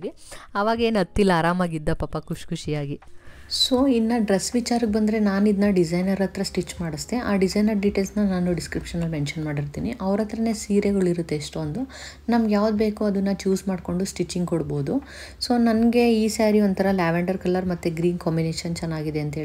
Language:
Kannada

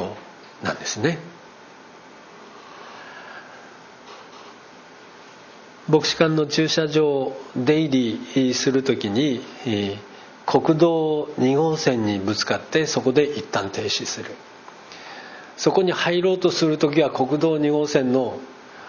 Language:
Japanese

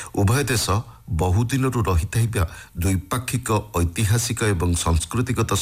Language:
Odia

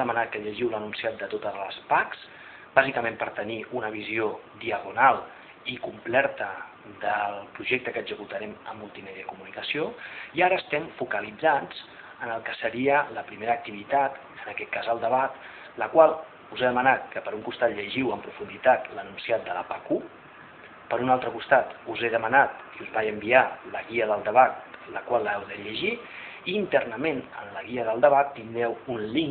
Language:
Catalan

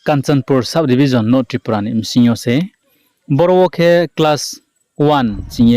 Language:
Riang (India)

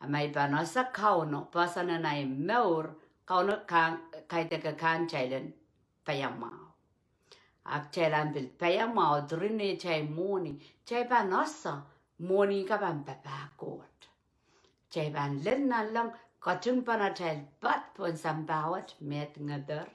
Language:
Pohnpeian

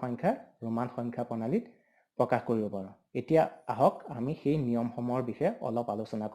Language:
Assamese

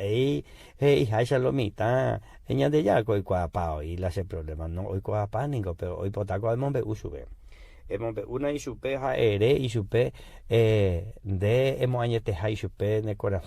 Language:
Guarani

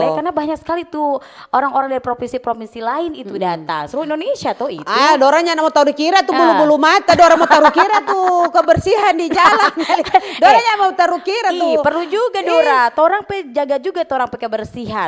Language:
Manado Malay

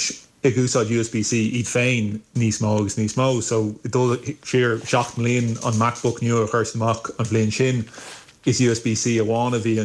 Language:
Irish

